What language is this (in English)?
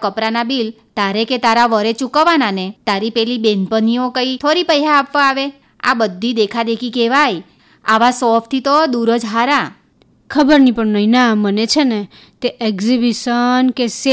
Gujarati